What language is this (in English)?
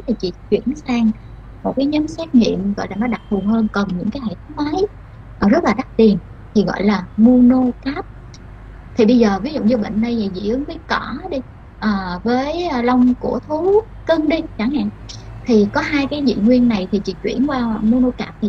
Vietnamese